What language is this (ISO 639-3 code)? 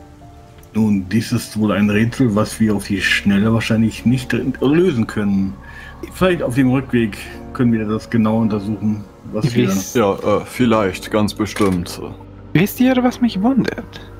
deu